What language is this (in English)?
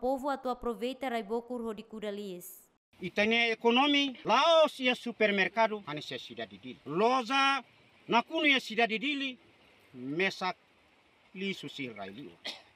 Tetum